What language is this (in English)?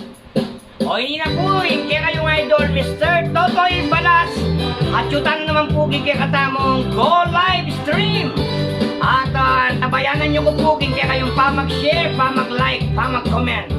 Pampanga